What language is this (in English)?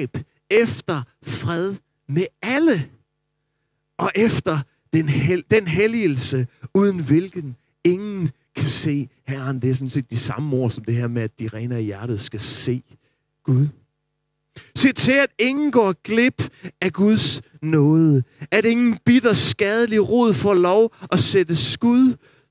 Danish